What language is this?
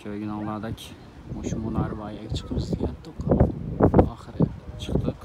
Uyghur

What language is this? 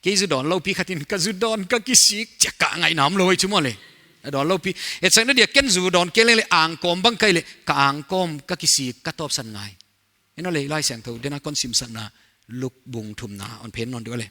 Paite Chin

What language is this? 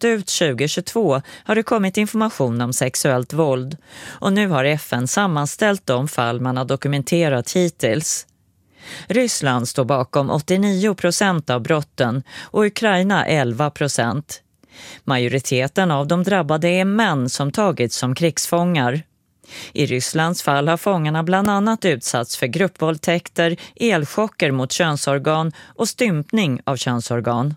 Swedish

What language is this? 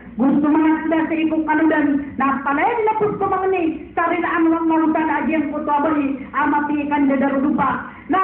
Maranao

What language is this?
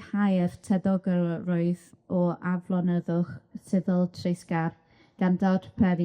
Welsh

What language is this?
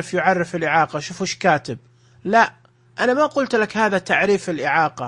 Najdi Arabic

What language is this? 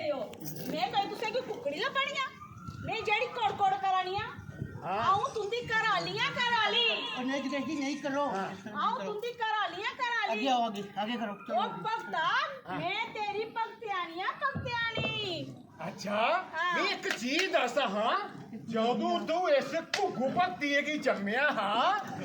Dogri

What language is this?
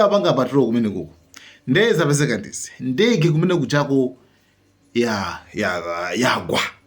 Nyanja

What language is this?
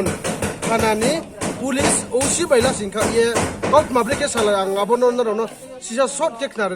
Riang (India)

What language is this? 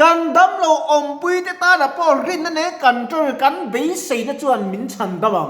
Mizo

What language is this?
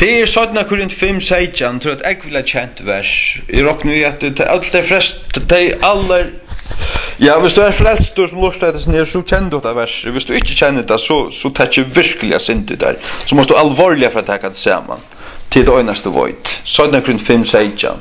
Faroese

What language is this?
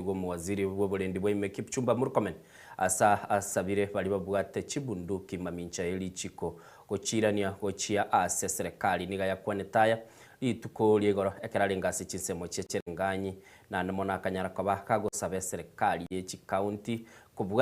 Gusii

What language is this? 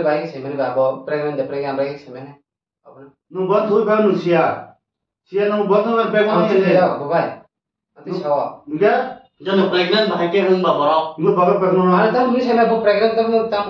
Kok Borok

